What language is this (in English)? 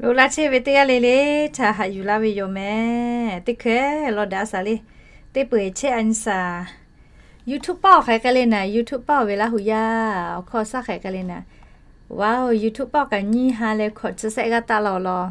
Lahu